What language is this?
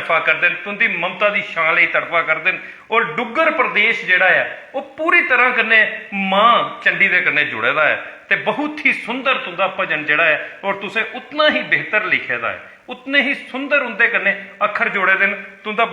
Dogri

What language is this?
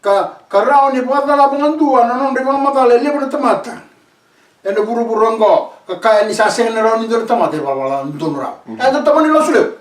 Fijian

